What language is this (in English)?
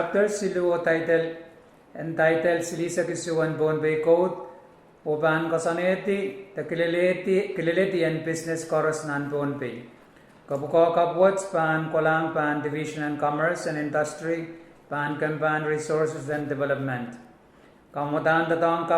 Pohnpeian